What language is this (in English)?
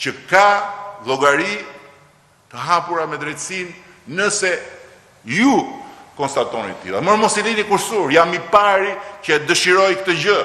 Albanian